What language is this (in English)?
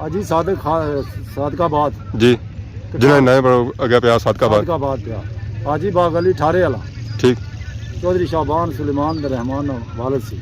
Pahari-Potwari